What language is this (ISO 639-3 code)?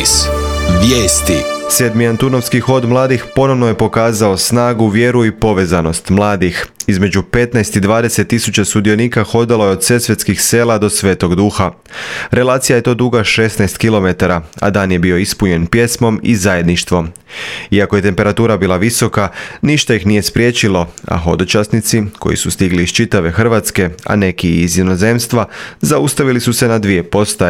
hrv